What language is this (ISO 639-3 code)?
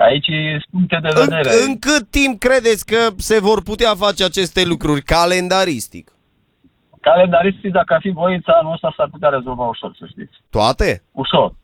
ron